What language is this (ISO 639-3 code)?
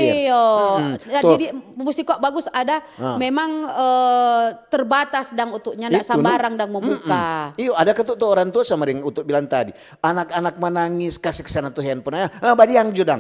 xmm